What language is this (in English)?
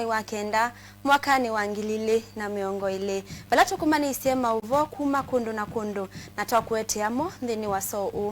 Kamba